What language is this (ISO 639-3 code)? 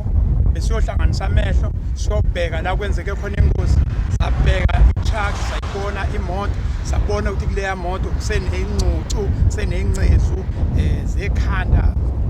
zul